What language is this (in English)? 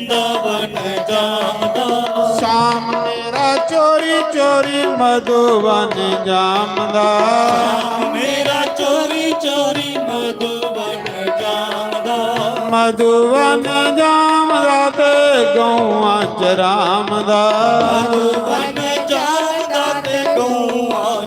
Dogri